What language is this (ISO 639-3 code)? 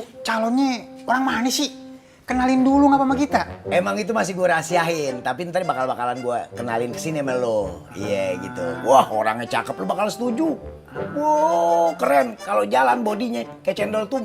bew